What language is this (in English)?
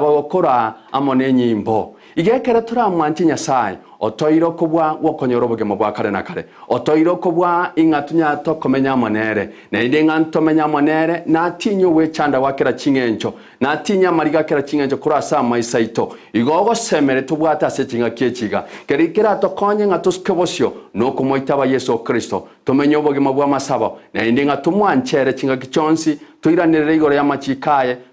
Gusii